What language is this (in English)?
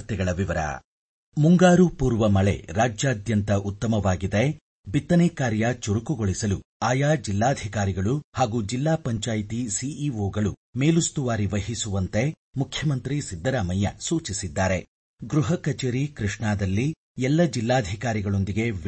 Kannada